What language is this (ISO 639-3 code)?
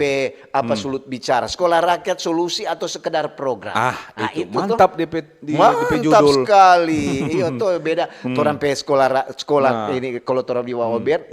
xmm